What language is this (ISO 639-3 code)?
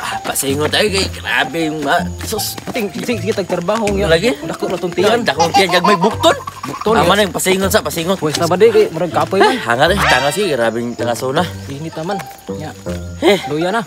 ceb